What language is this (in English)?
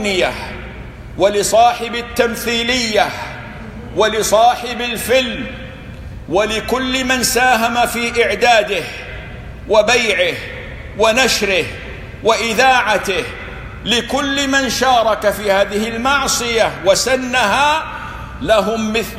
Arabic